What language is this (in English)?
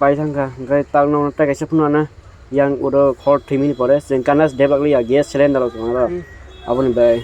Kok Borok